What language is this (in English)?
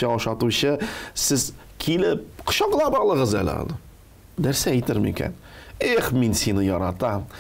Tatar